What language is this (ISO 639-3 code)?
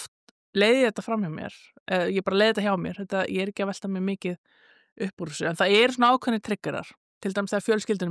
isl